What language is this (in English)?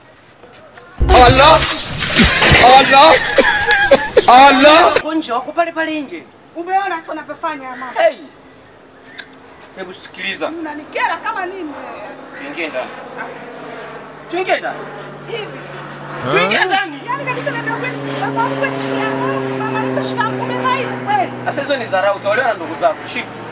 Swahili